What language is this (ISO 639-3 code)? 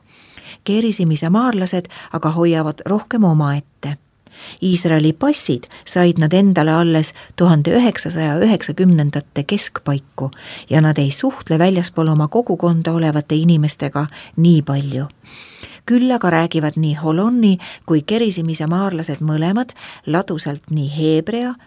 est